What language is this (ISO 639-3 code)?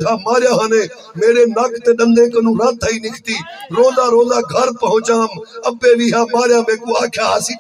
skr